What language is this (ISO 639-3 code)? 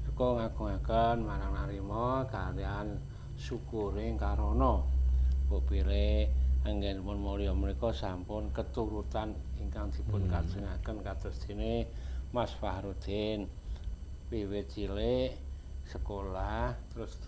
jav